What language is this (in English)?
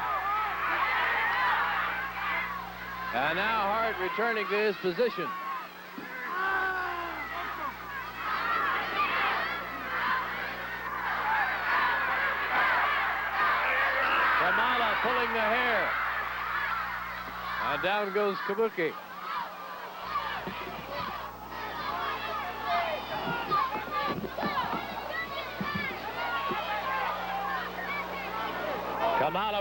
English